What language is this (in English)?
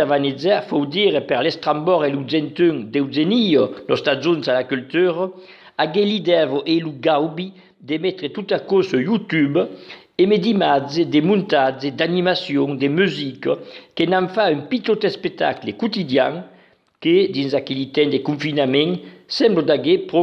Occitan